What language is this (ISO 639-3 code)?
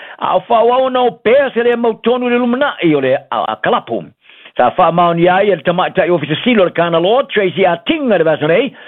smo